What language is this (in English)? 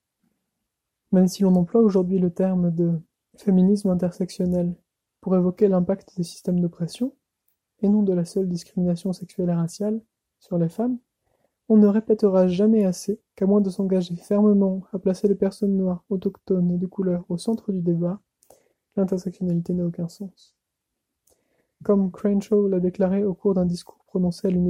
French